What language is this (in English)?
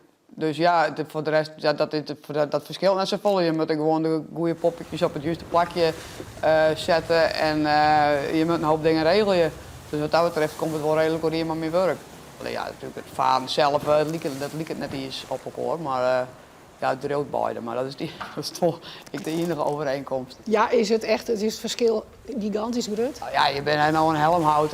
Western Frisian